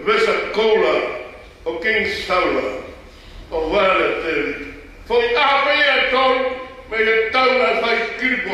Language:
Tongan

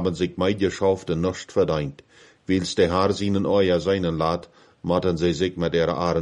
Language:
Plautdietsch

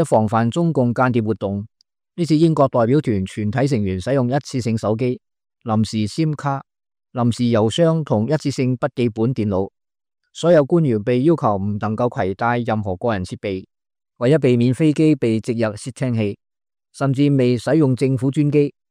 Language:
Cantonese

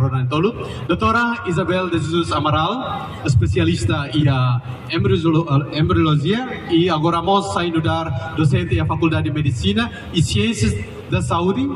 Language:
Tetum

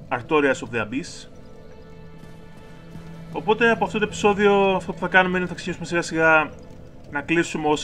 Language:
Greek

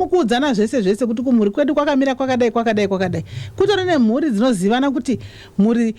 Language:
Shona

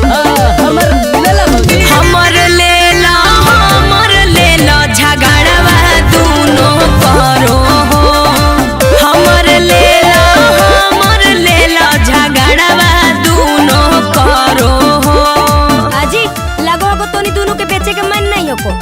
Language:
Magahi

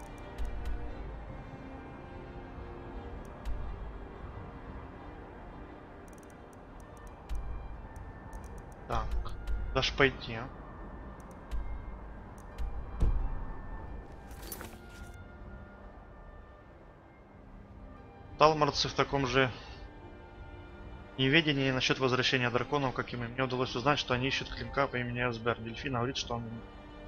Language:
Russian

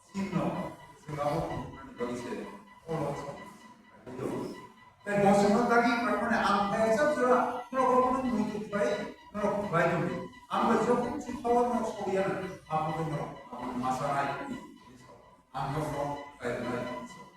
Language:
Kok Borok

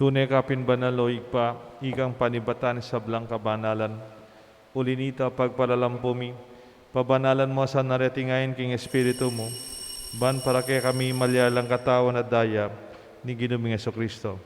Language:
Pampanga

